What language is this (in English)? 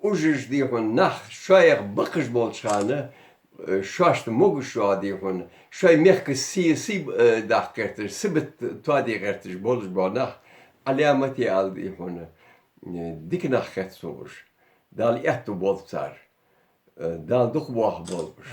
Ingush